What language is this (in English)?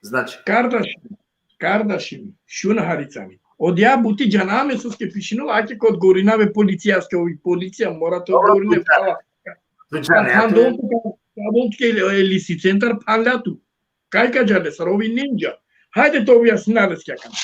Balkan Romani